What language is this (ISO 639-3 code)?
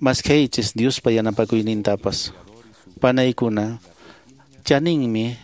que